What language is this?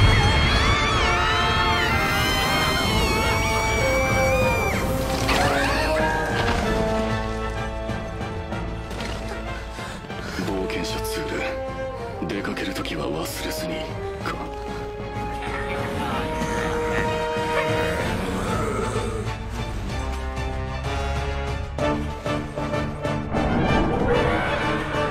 Japanese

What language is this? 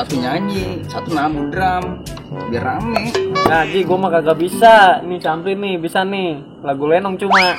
Betawi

